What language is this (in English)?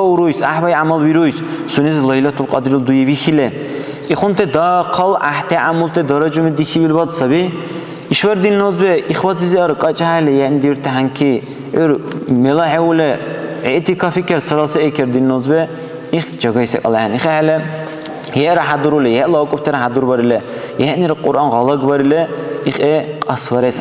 Dargwa